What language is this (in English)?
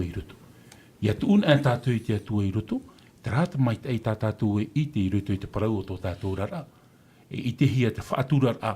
Tahitian